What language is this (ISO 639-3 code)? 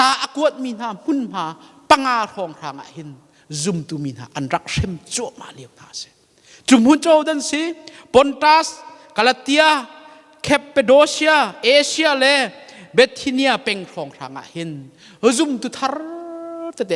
cnh